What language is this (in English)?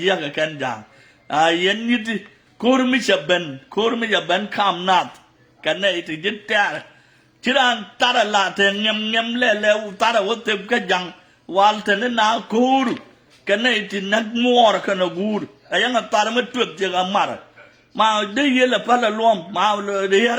Nuer